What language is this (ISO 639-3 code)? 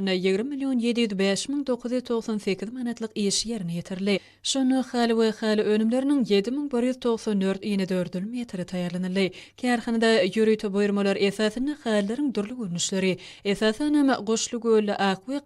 tuk